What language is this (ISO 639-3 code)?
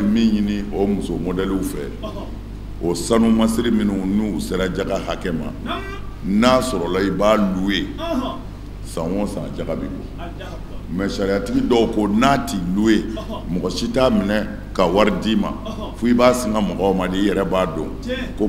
bam